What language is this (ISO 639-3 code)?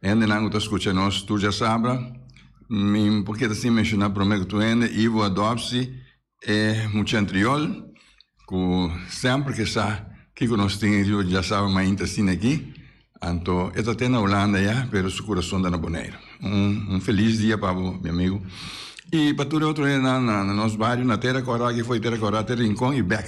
pap